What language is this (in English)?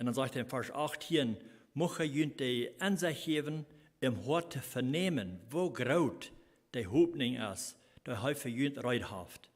Plautdietsch